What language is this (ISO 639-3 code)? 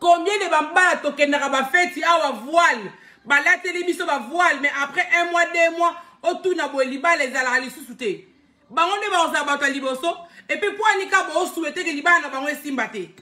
lin